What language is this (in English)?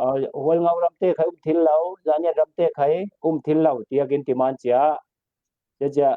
Falam Chin